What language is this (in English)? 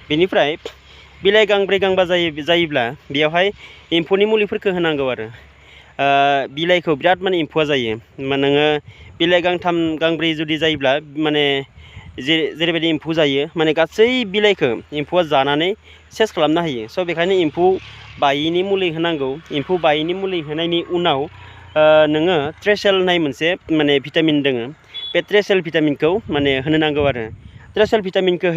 Bodo